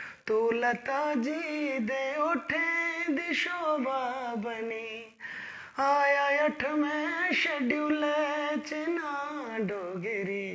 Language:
Dogri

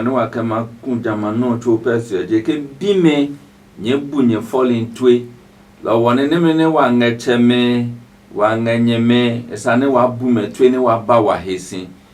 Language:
Adangme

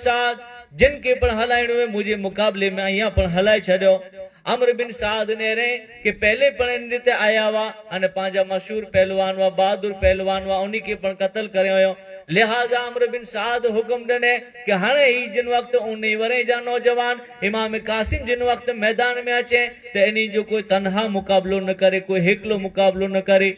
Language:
Kachhi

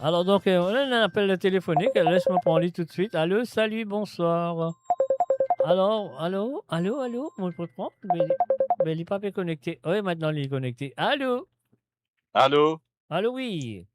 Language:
Morisyen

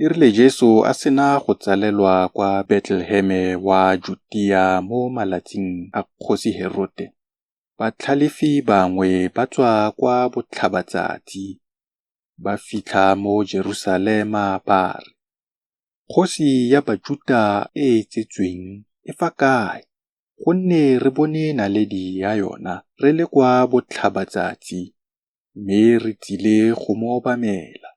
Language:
Tswana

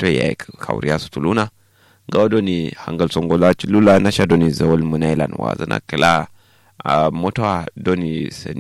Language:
Kanuri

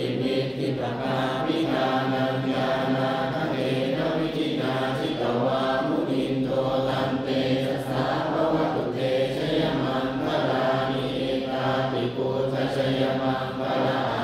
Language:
Pali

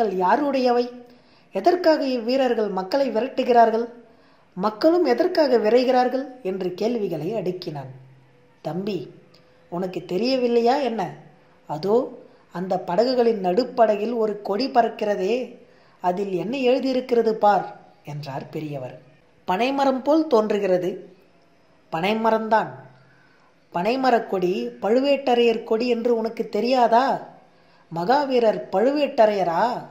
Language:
Tamil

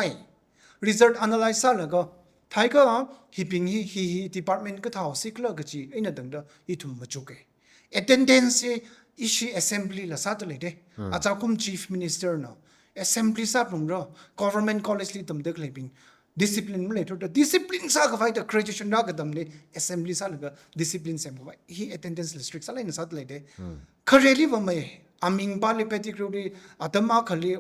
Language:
Tangkhul Naga (India)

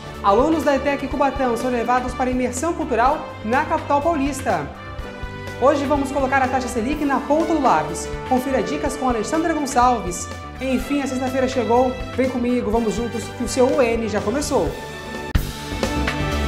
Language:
Portuguese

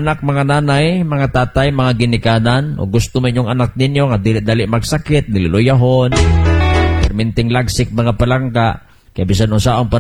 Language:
Cebuano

